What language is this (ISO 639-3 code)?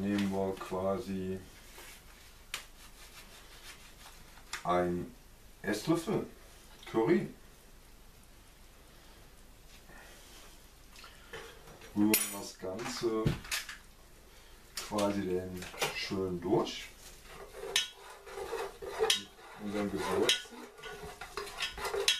deu